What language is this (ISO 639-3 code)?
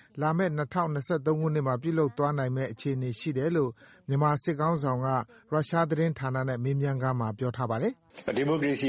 mya